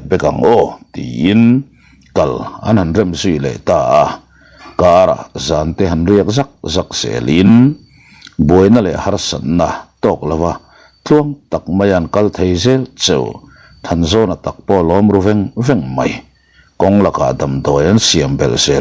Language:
Mizo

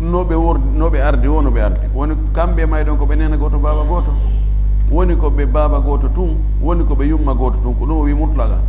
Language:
Fula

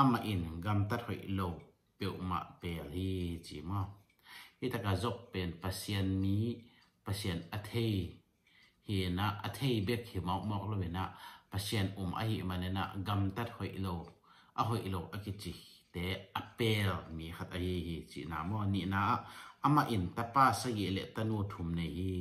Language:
Tedim Chin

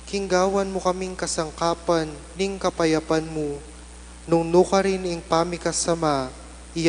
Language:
Pampanga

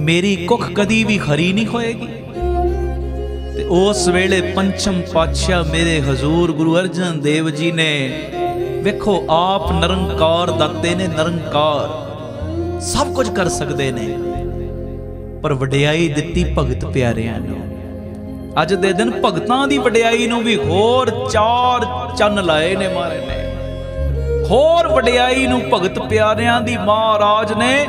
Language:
Punjabi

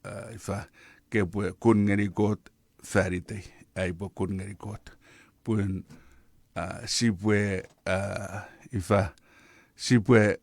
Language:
Chuukese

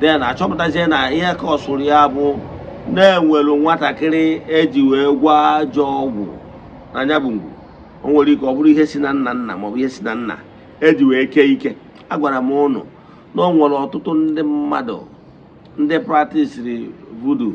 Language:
Igbo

